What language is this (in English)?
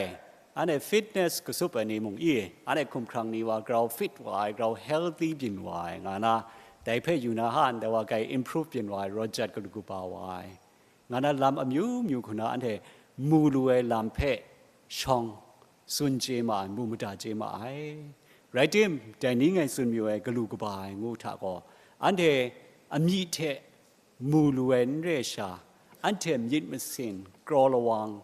Kachin